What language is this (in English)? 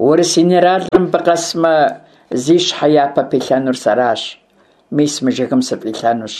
Kabardian